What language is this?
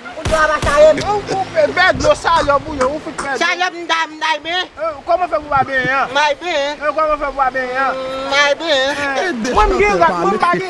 Haitian Creole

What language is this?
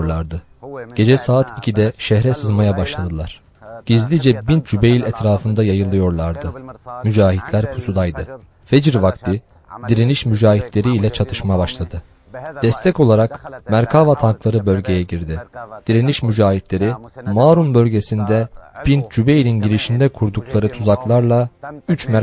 Turkish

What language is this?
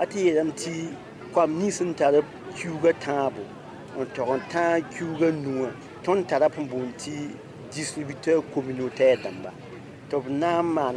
Mossi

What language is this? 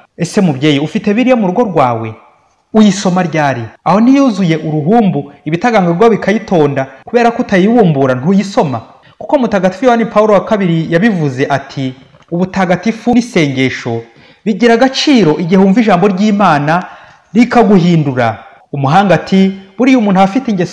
Kinyarwanda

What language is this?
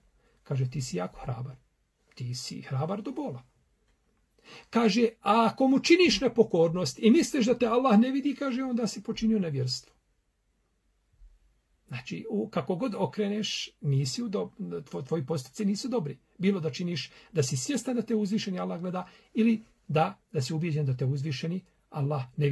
Bosnian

